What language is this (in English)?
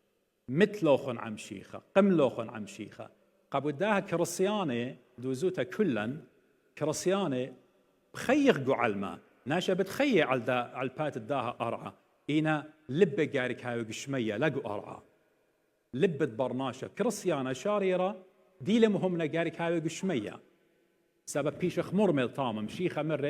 Assyrian Neo-Aramaic